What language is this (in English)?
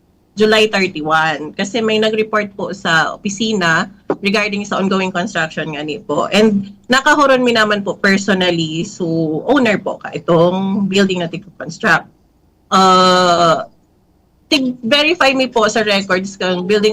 Bikol